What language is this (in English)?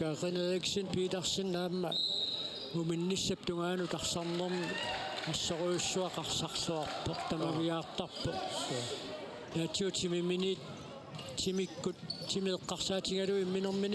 Kalaallisut